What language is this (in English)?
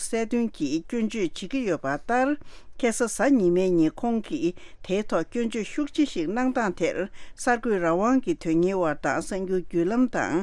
Tibetan